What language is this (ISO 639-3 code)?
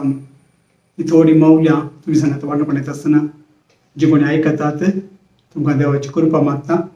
kok